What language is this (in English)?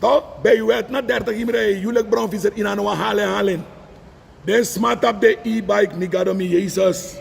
Sranan Tongo